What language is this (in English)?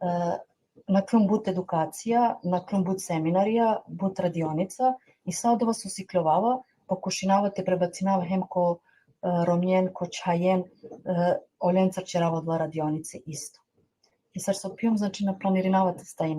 Balkan Romani